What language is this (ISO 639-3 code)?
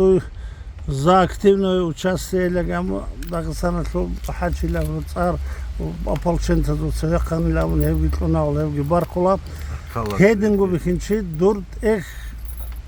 ava